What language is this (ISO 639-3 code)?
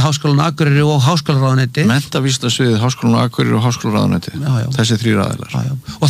isl